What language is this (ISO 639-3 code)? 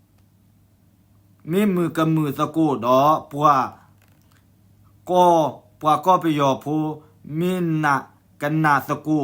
ksw